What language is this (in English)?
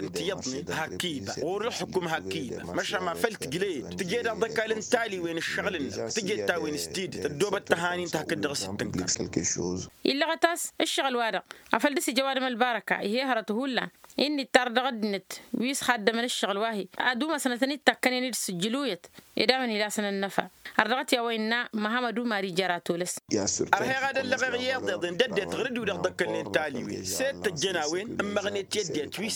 Tamasheq